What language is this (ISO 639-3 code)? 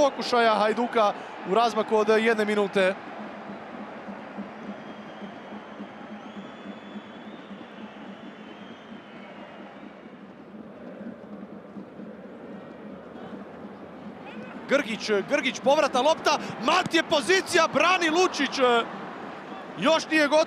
hrv